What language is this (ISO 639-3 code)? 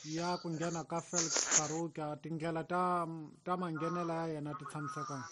tso